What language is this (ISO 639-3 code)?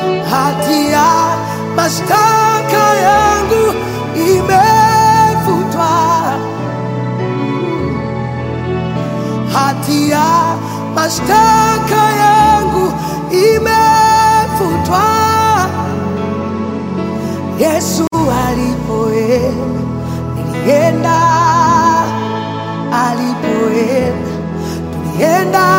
swa